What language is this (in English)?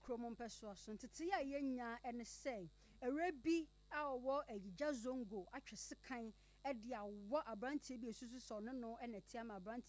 Akan